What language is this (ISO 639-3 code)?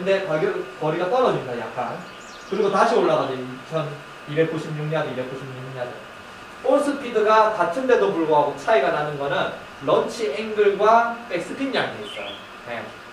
kor